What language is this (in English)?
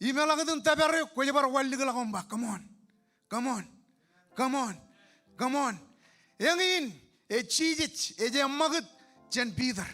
Marshallese